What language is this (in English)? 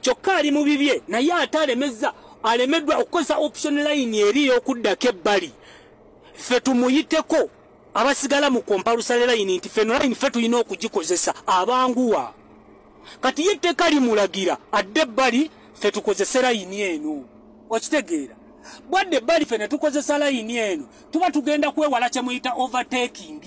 Ganda